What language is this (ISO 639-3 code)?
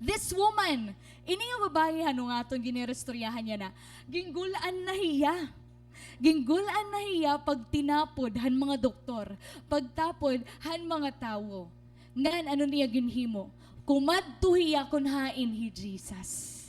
war